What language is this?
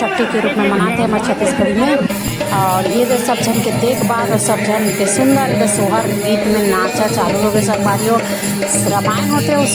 Chhattisgarhi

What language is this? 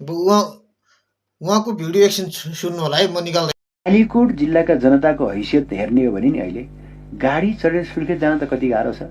Nepali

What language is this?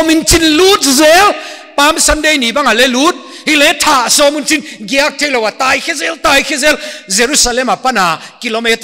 Paite Chin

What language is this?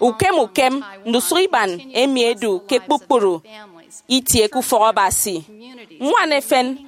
Efik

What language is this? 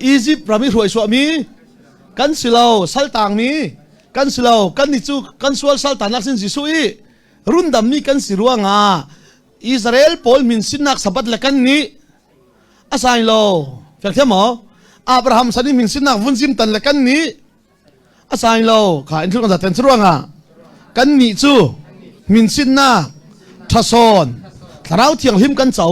Hakha Chin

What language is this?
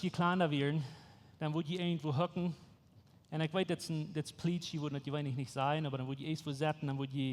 Plautdietsch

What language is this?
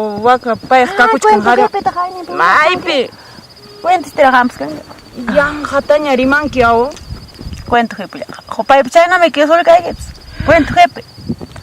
Quechua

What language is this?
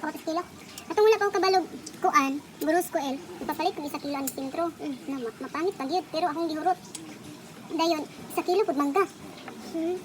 Cebuano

